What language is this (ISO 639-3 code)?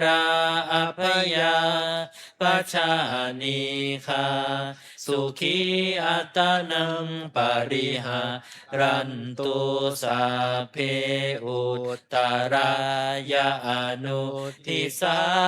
pli